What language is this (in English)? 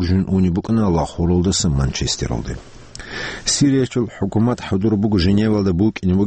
Avaric